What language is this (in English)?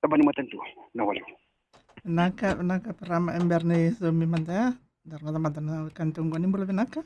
Fijian